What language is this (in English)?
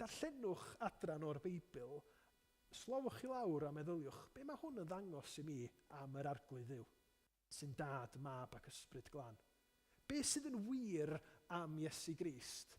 Welsh